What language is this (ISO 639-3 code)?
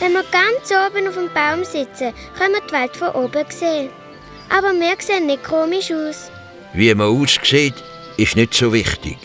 gsw